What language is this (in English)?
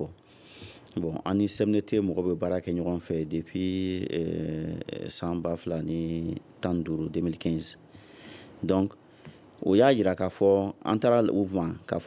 Bambara